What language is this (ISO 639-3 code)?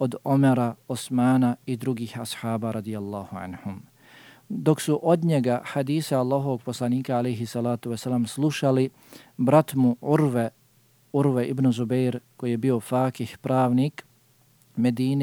bos